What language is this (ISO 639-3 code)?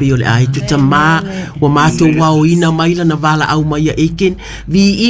smo